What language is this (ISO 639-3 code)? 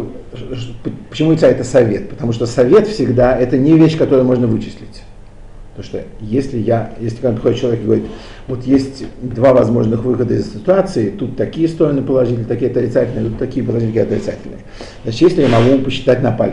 rus